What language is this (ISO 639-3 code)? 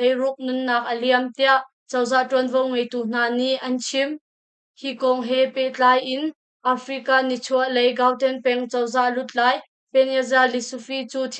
cnh